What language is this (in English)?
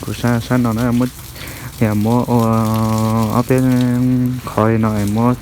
Hmong